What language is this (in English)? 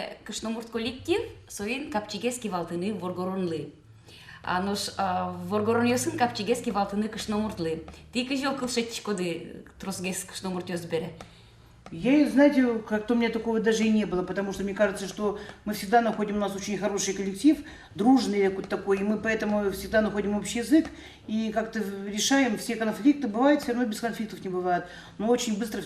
Udmurt